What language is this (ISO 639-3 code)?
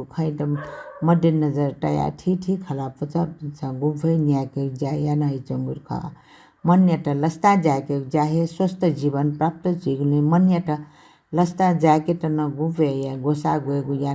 new